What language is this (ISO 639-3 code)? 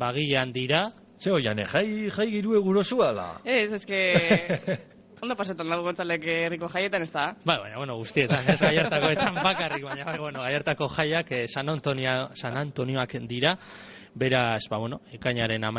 eus